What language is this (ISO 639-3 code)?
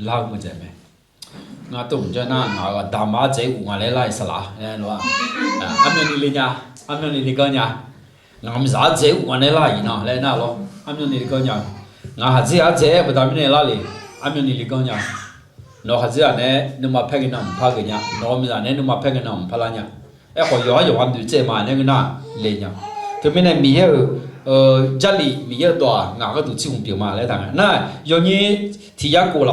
ahk